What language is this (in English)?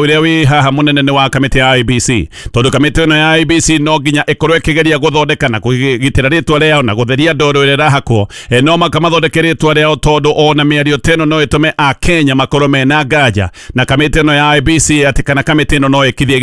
Kikuyu